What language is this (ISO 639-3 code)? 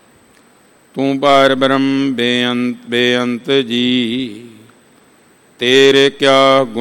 pan